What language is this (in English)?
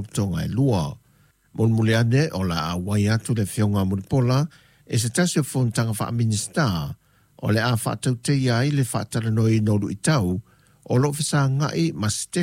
Samoan